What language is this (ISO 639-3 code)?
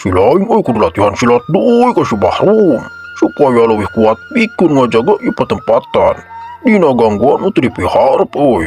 sun